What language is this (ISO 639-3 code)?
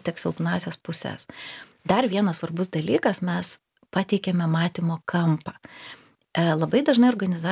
lit